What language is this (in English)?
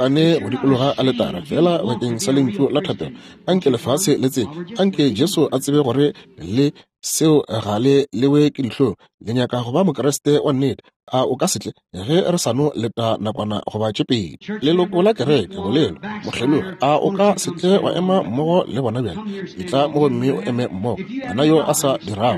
Northern Sotho